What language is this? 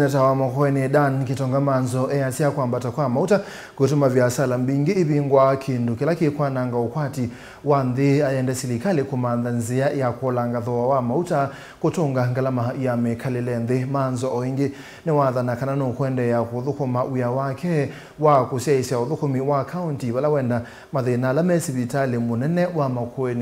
Kamba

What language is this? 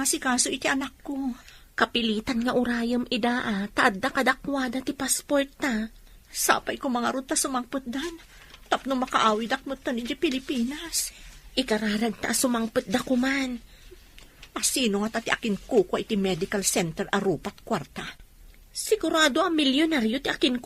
Iloko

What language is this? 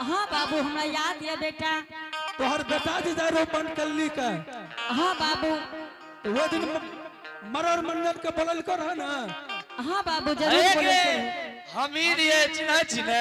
Angika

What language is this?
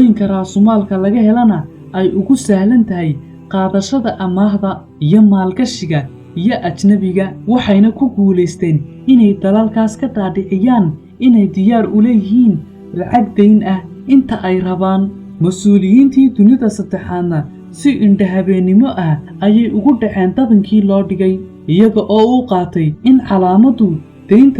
Somali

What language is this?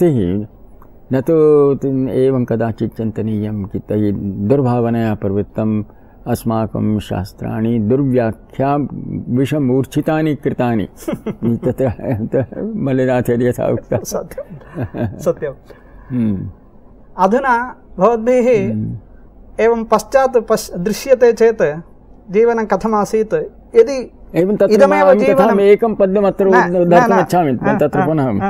Sanskrit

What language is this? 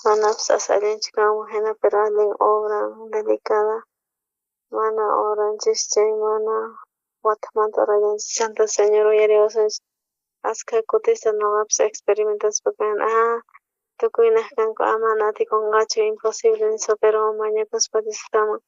South Bolivian Quechua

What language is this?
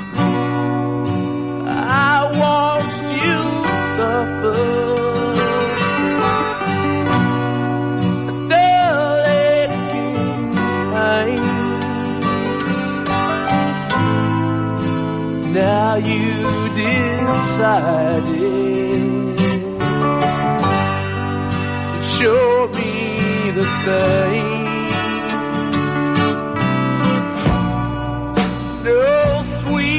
Spanish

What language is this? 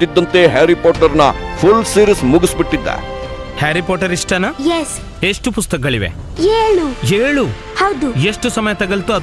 Kannada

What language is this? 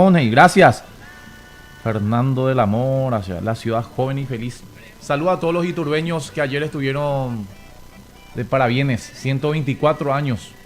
Guarani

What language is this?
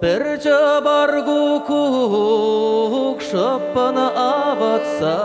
Chuvash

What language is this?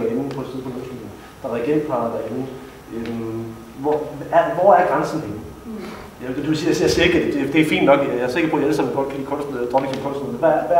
Danish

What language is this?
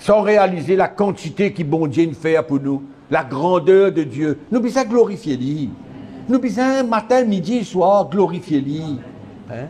Morisyen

